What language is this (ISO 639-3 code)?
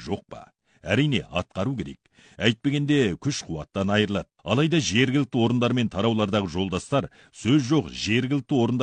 kaz